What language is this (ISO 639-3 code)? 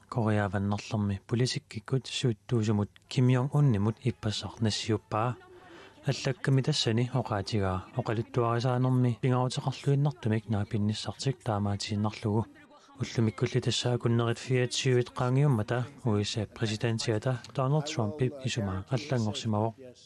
kal